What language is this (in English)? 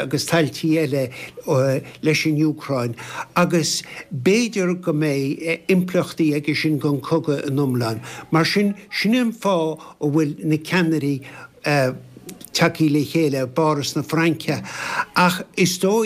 Irish